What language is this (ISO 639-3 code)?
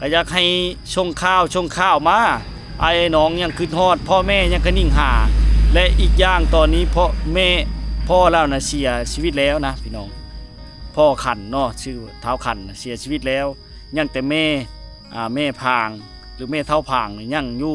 lao